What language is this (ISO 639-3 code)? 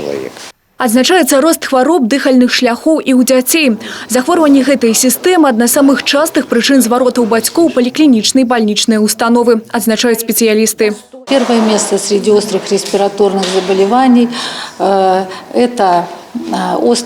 bel